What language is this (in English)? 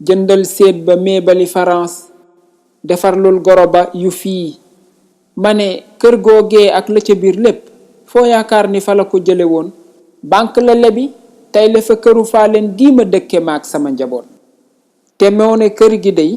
Wolof